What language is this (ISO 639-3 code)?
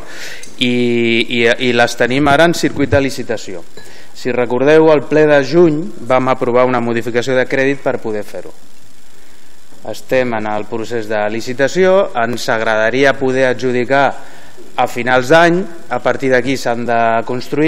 cat